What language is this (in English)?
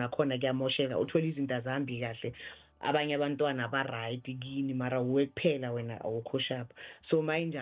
South Ndebele